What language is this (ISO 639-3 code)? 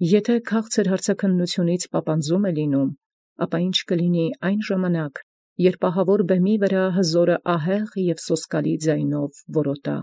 hye